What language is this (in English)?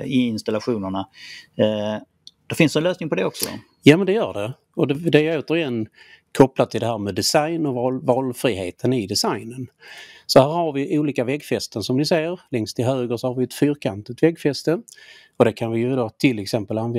Swedish